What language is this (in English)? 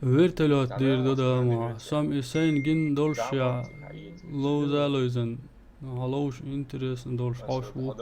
Chechen